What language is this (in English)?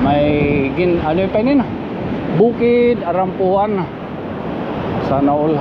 Waray